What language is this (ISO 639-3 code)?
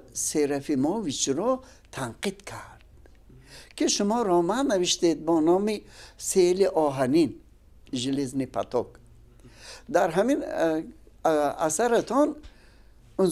tgk